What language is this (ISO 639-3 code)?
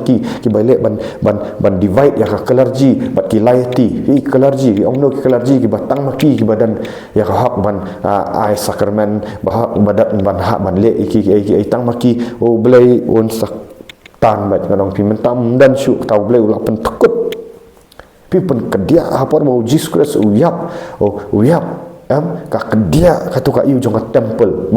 kha